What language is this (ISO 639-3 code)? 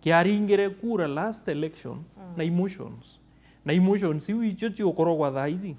mer